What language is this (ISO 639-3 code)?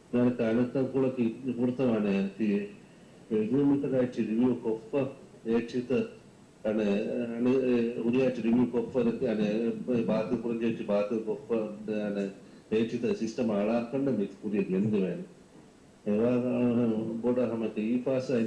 div